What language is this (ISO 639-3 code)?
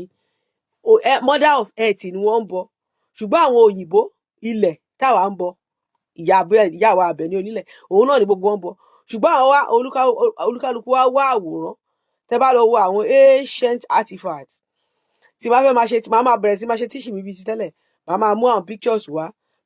yor